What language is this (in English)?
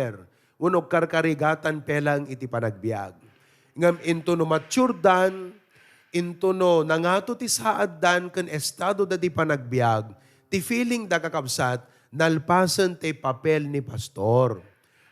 Iloko